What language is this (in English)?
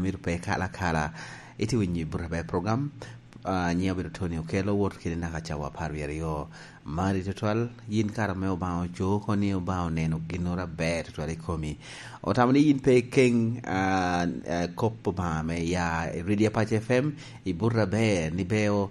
Lango (Uganda)